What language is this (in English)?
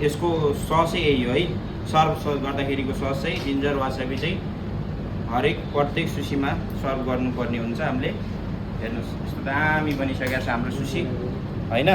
Nepali